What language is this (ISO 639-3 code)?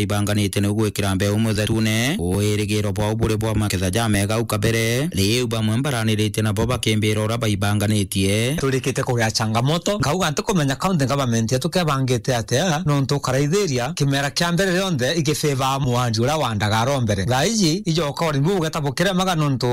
mer